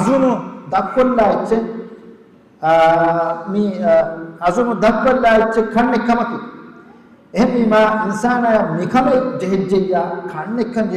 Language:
Divehi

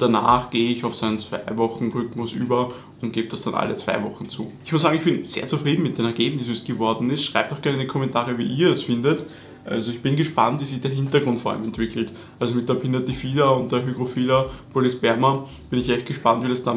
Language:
German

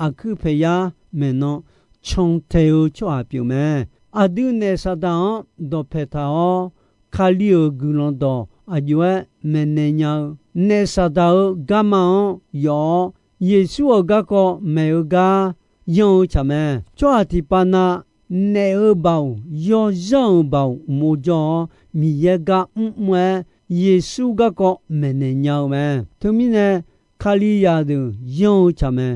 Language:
Akha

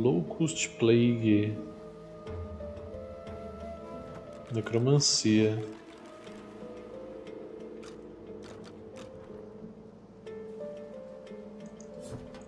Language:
Portuguese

